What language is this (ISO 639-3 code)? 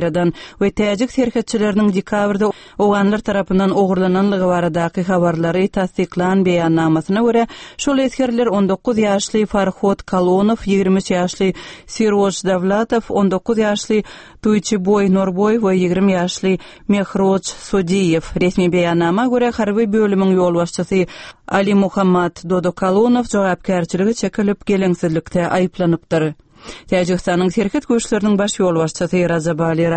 tuk